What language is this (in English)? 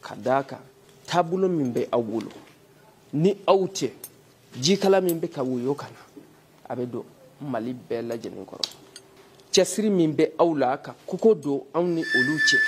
Bambara